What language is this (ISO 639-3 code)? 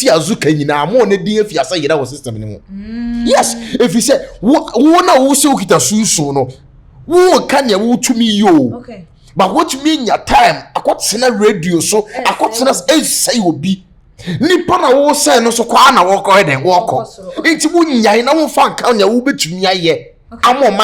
aka